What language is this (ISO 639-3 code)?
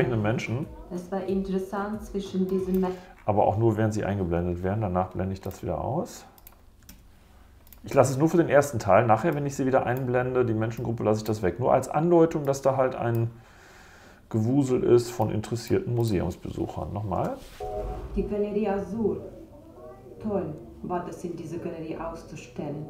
deu